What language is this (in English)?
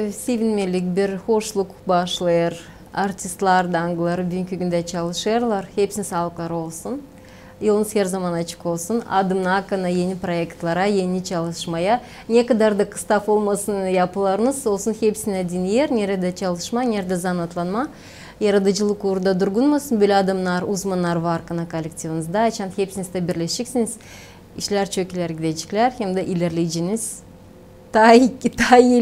Gagauz